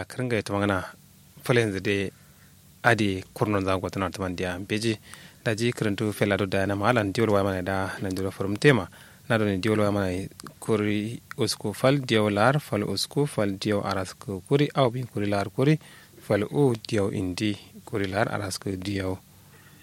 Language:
Kanuri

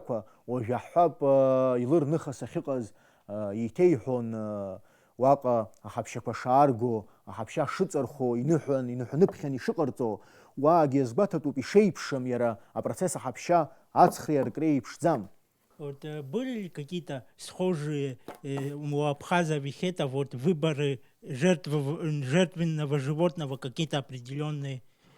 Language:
Abkhazian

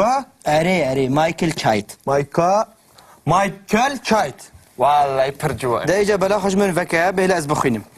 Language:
Kurdish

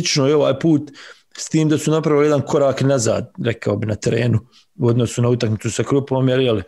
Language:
Bosnian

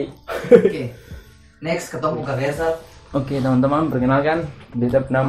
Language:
Ambonese Malay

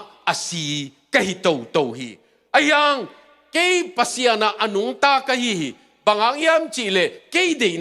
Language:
Tedim Chin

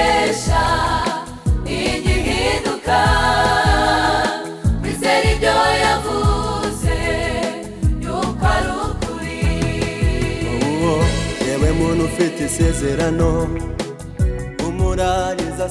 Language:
Kinyarwanda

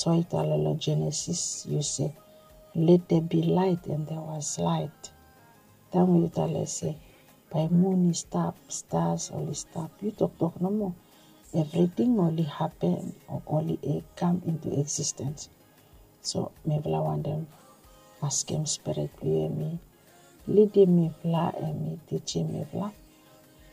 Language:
Bislama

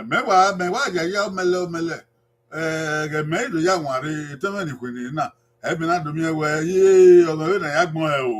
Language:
Bini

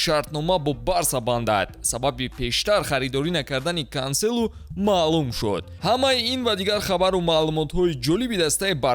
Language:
Tajik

